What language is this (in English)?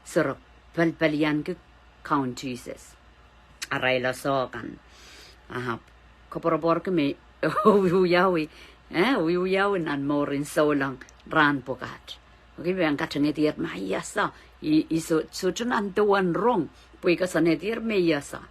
Pohnpeian